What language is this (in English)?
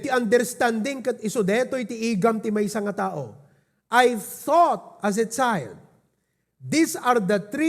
Iloko